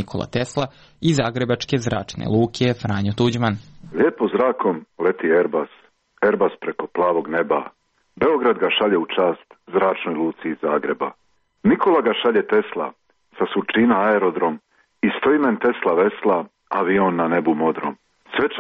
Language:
Serbian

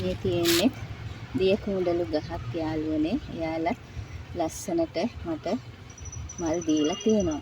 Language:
Sinhala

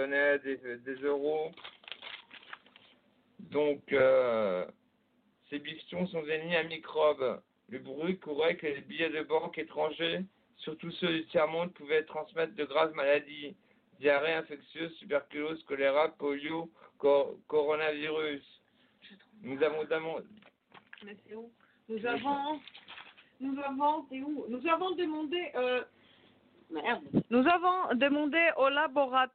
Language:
French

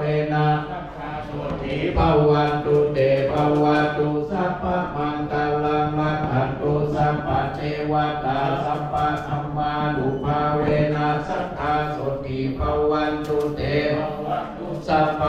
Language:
Pali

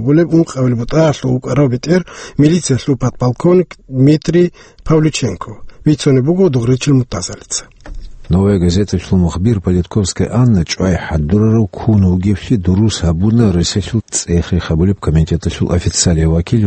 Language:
Avaric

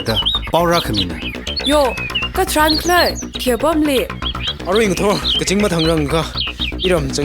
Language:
Tangkhul Naga (India)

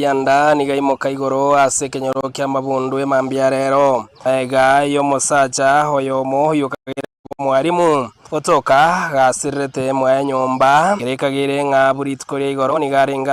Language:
Gusii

